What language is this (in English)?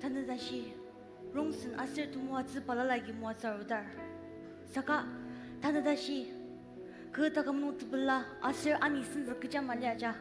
Ao Naga